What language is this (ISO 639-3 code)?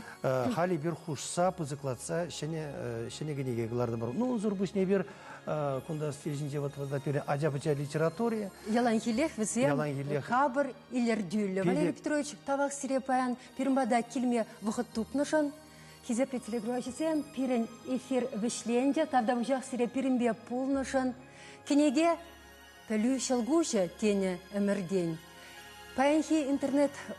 chv